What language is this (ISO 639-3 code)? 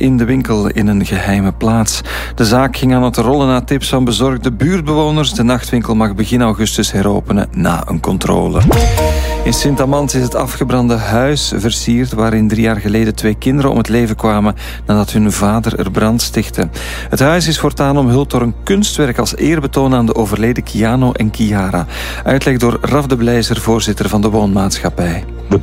nld